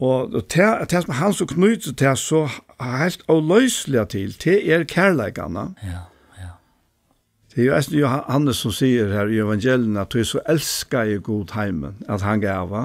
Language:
Faroese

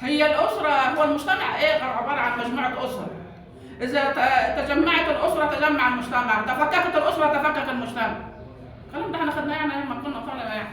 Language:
Egyptian Arabic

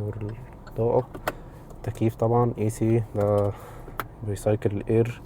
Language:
Egyptian Arabic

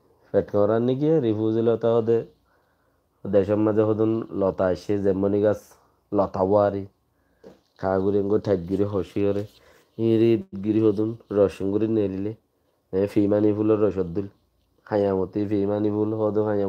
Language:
Rohingya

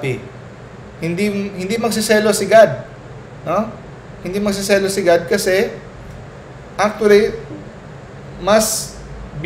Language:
Filipino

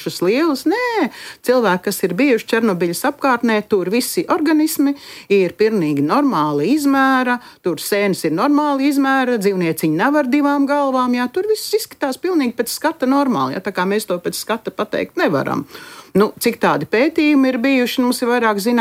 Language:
Latvian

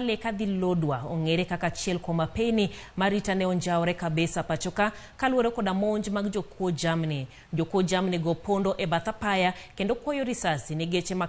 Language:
Luo (Kenya and Tanzania)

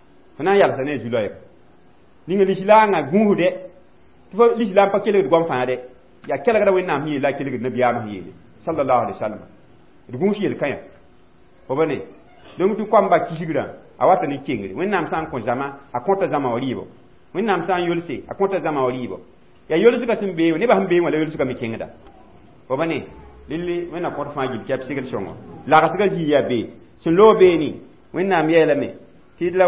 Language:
Mossi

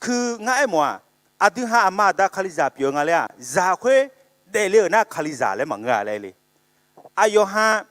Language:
Akha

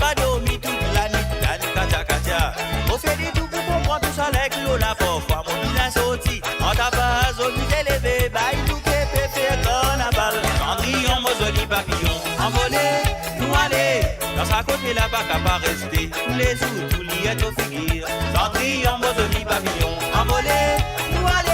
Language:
Morisyen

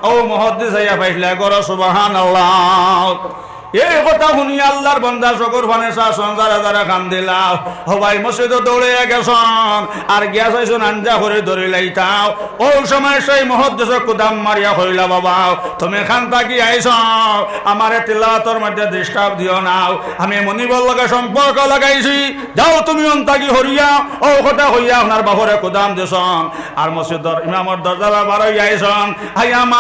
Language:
Sylheti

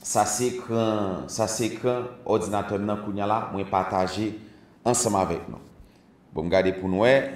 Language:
Haitian Creole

